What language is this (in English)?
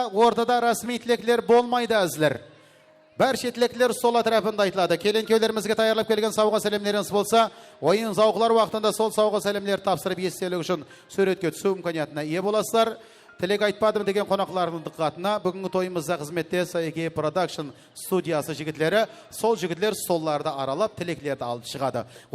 Kara-Kalpak